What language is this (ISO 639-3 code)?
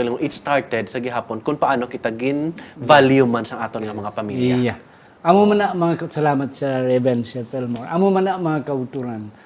hil